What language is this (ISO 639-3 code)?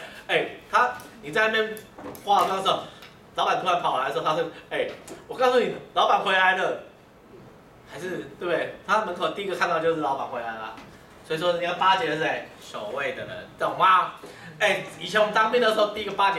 zho